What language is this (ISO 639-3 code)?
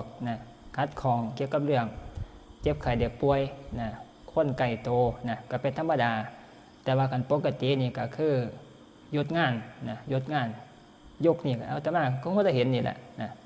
tts